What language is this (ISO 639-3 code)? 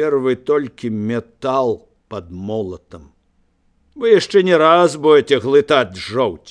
bel